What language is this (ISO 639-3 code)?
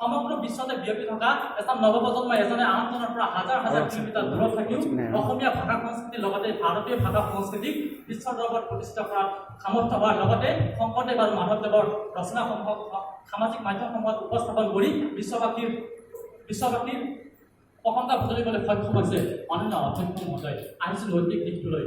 asm